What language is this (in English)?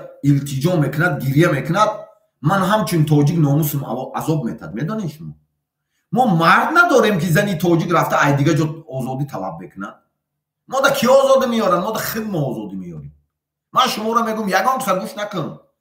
Tajik